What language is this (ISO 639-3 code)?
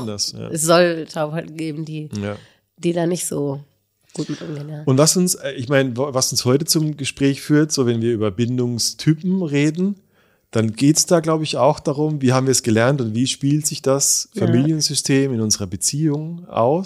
deu